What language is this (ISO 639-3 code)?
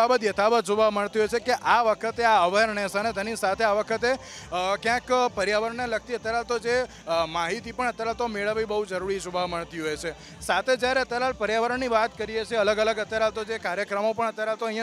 guj